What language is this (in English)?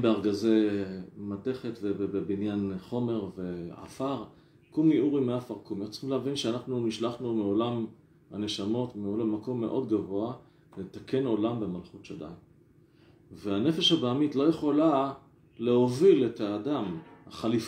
Hebrew